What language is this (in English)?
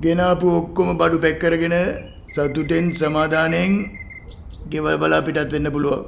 Sinhala